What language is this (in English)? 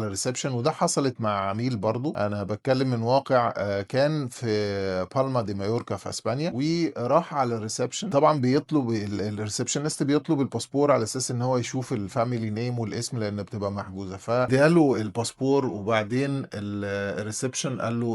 Egyptian Arabic